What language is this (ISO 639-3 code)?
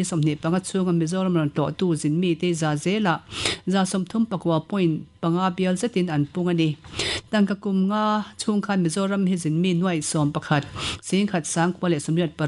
lus